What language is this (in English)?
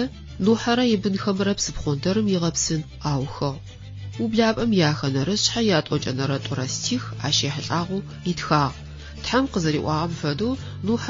Adyghe